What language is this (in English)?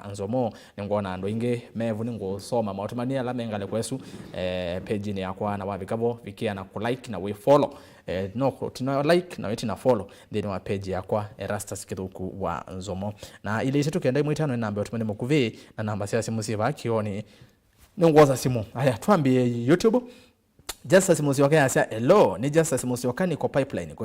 Kamba